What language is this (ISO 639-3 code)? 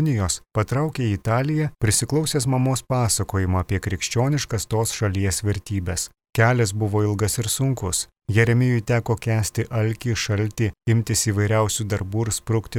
lit